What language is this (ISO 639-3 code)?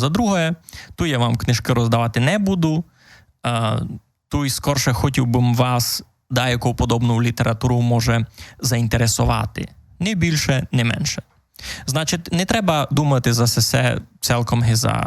rue